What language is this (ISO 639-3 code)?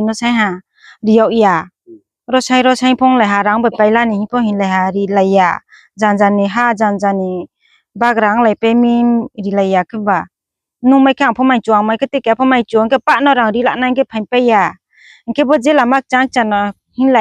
ria